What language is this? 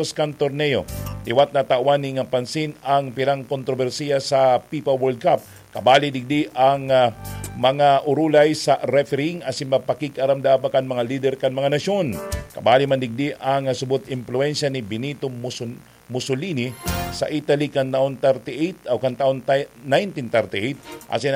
Bikol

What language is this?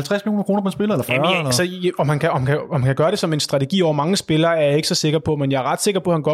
Danish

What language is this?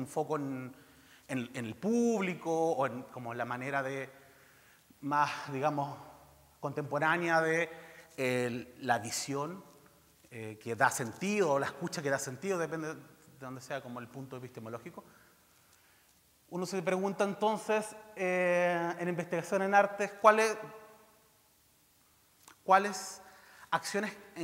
Spanish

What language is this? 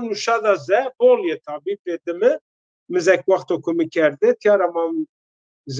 Zaza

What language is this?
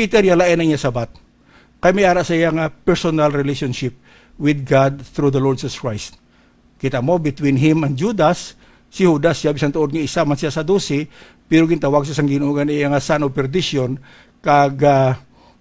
Hiligaynon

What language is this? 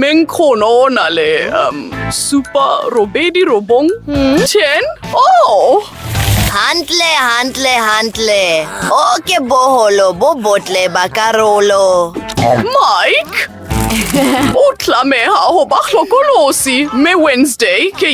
Southern Sotho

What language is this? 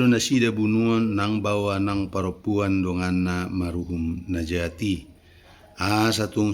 Batak Toba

